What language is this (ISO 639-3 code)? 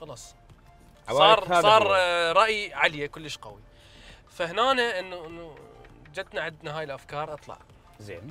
acm